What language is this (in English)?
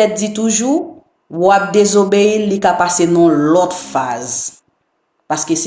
Haitian Creole